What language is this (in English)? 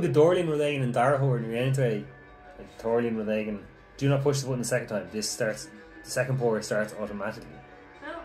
Irish